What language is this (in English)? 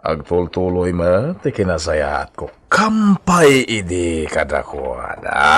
Iloko